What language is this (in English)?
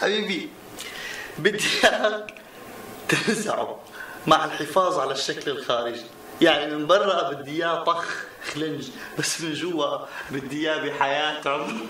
North Levantine Arabic